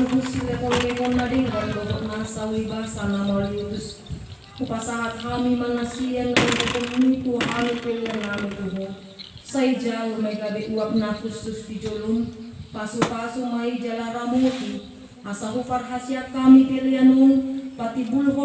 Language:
Batak Toba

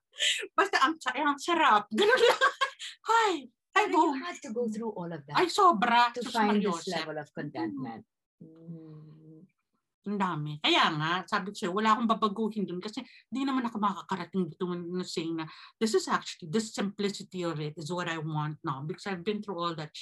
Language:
Filipino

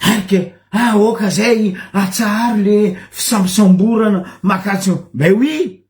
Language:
Malagasy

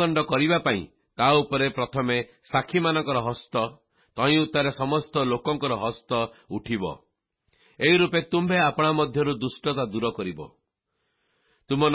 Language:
Odia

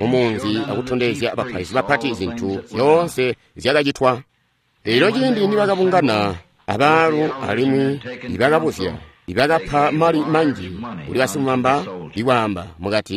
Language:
Tonga (Zambia)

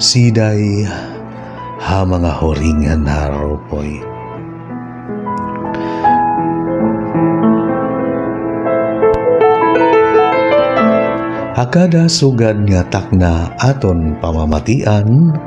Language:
Waray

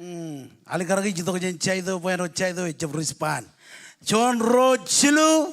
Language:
Marshallese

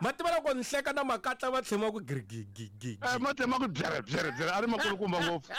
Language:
Tsonga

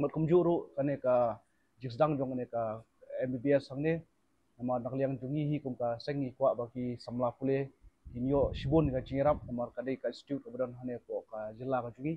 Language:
Khasi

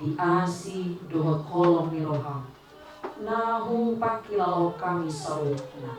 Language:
Batak Toba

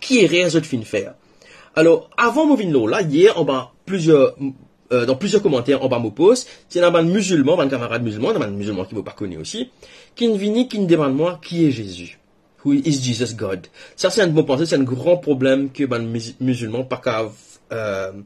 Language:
Morisyen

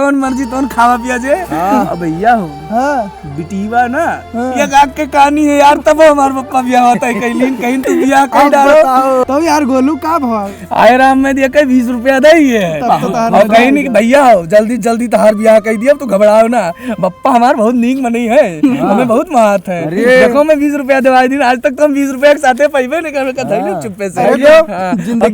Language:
Awadhi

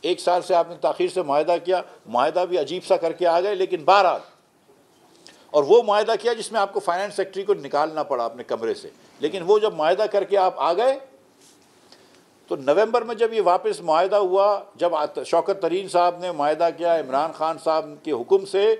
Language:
Urdu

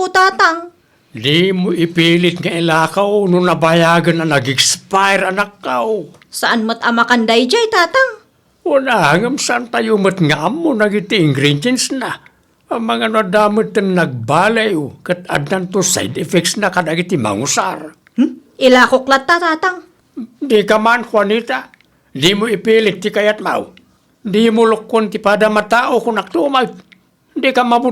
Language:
Iloko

